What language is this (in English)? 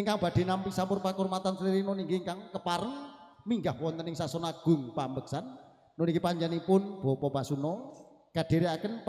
Javanese